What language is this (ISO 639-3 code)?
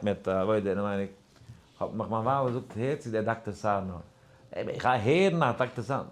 yid